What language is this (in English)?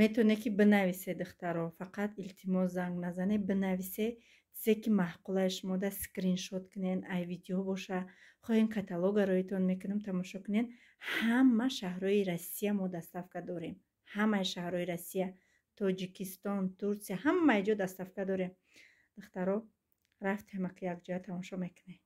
Tajik